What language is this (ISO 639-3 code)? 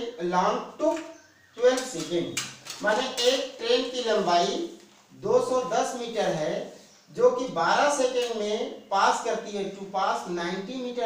hin